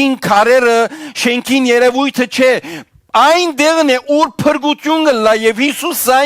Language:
Western Armenian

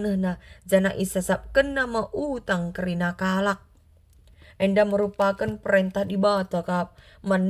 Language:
Batak Karo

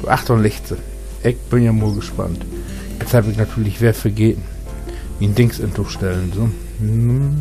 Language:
Low German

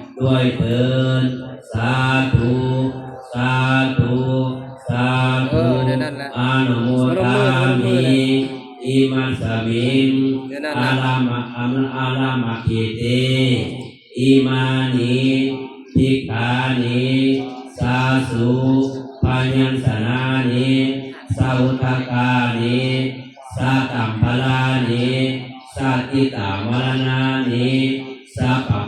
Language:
Northeastern Thai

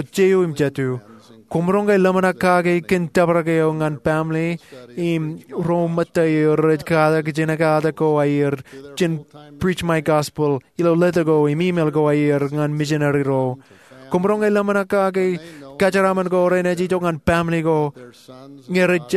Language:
Marshallese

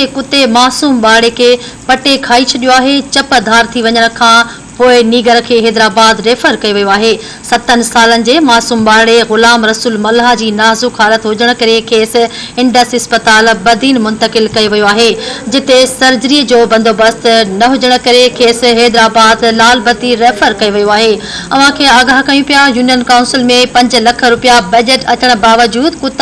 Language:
Sindhi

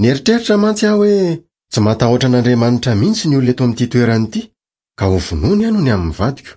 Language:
Malagasy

